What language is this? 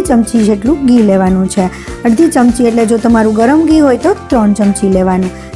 Gujarati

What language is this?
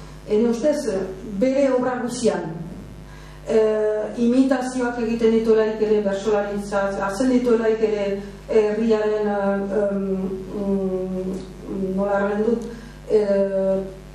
Basque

